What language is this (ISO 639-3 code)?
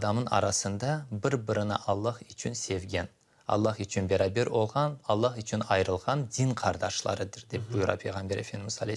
crh